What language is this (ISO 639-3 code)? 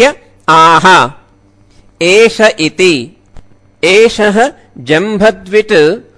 san